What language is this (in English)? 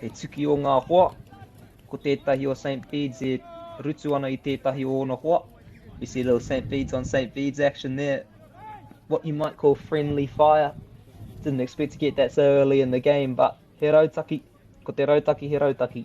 Māori